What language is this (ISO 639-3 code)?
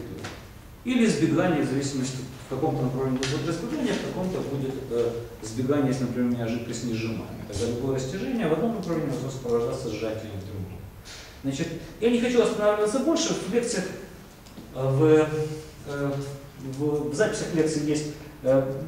rus